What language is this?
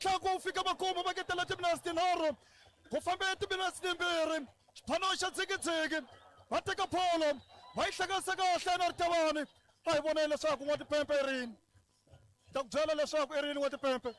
Tsonga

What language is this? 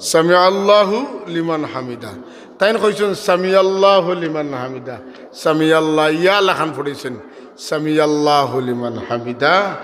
Sylheti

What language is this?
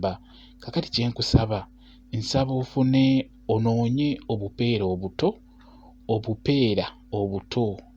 Ganda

